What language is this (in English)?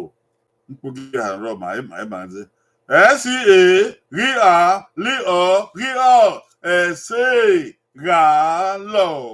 Bini